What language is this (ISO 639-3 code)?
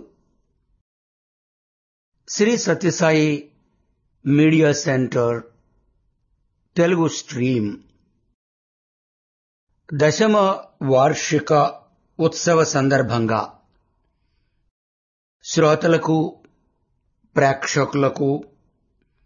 tel